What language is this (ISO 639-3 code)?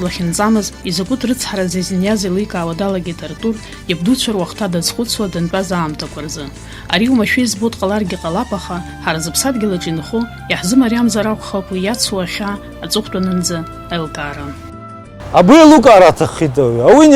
abk